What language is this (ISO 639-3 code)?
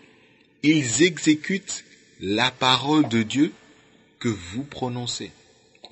fra